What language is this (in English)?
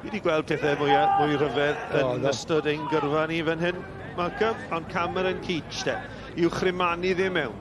Welsh